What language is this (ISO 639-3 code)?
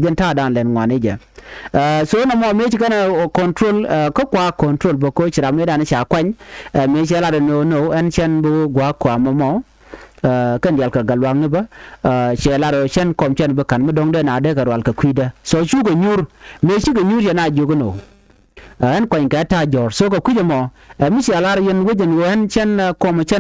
nus